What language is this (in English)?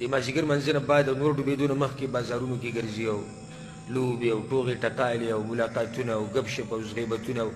Pashto